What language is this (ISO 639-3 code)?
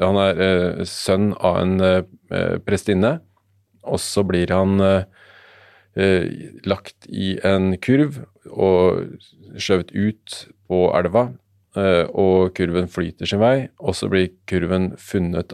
nor